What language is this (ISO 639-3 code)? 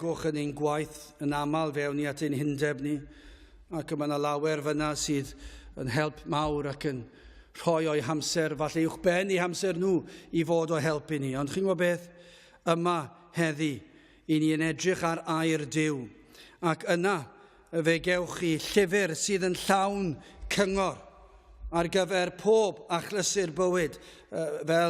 cym